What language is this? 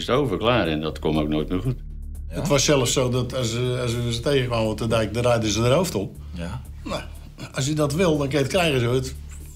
Dutch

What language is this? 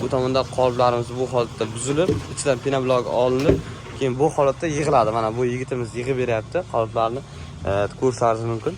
Uzbek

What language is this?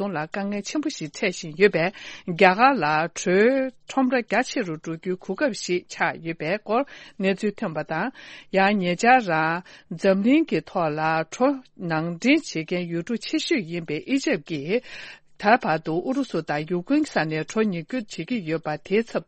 Tibetan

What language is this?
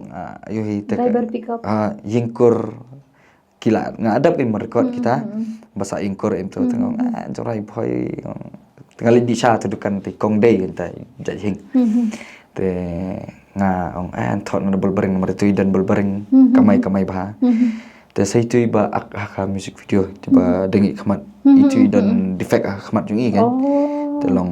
Khasi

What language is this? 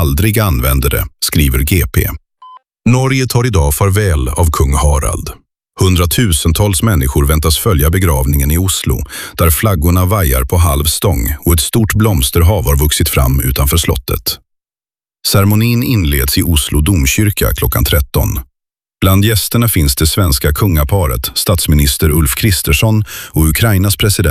Swedish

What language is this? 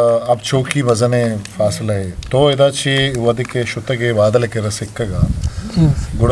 Eastern Balochi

